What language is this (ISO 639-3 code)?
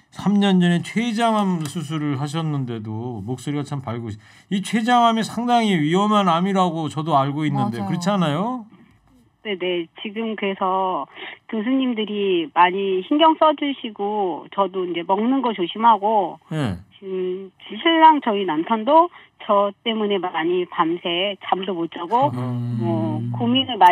kor